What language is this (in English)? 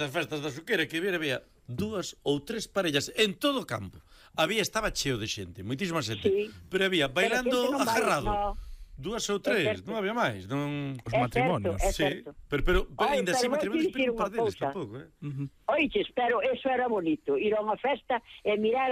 Galician